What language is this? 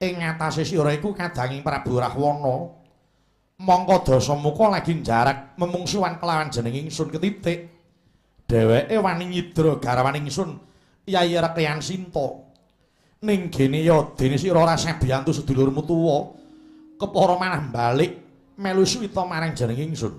Javanese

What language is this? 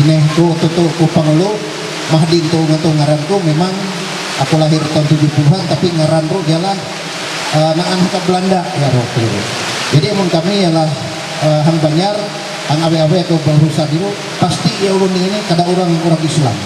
Ma'anyan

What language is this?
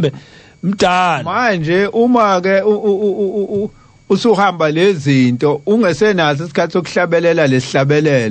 Zulu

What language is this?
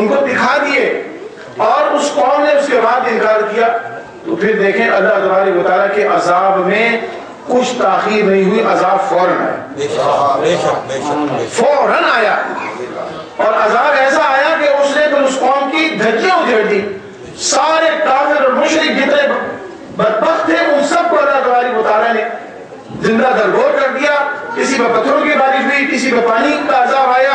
Urdu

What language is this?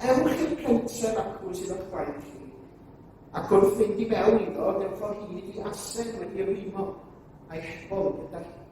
Welsh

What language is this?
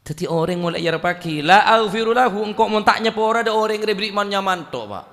Madurese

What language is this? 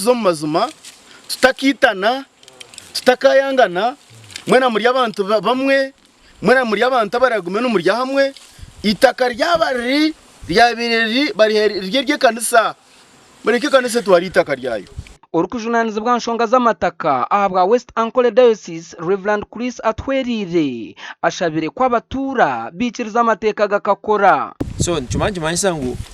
Nyankole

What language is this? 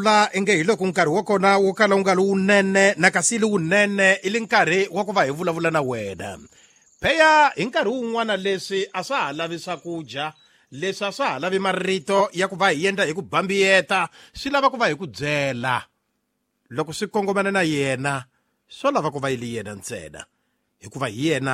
Tsonga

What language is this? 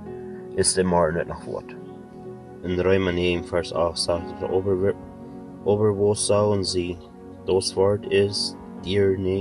Plautdietsch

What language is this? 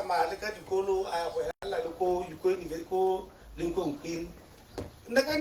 Tswana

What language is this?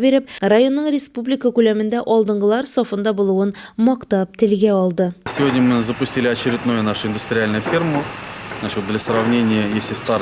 Tatar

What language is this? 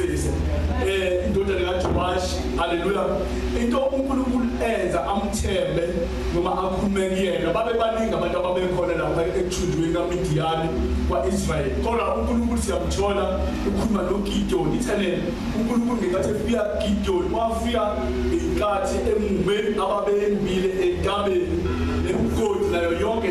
Zulu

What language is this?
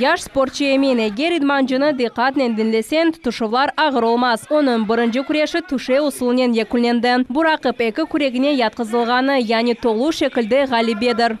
Crimean Tatar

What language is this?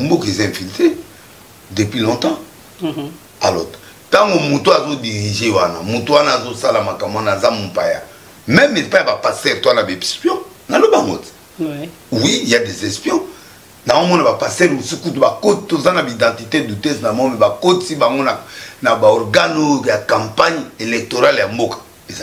Lingala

